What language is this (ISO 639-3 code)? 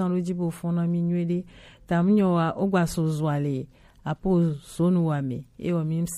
gej